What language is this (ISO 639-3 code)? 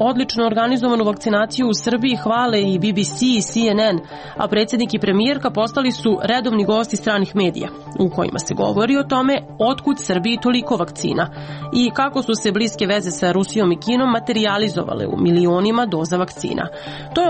srp